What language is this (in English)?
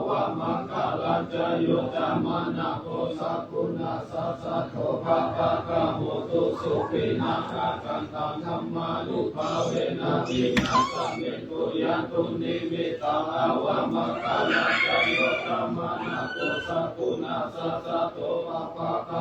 Pali